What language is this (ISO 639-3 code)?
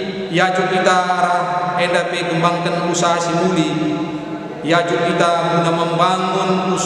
btx